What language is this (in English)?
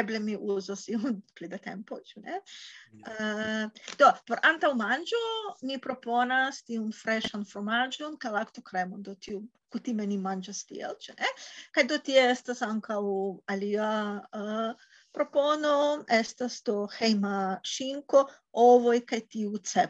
Esperanto